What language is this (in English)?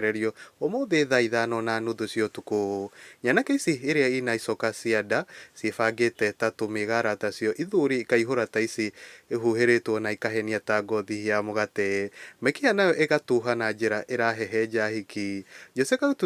Kikuyu